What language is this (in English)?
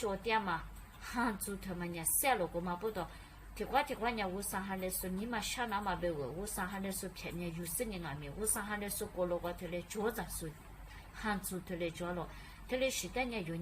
Lisu